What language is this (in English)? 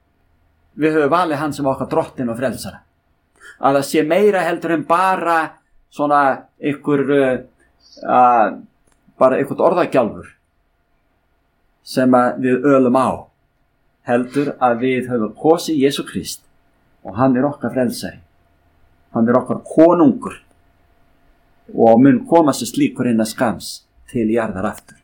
Icelandic